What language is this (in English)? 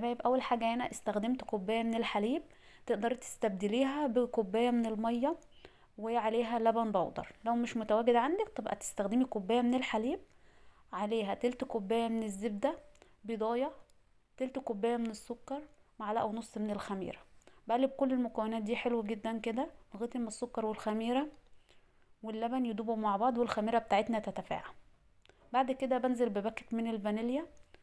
Egyptian Arabic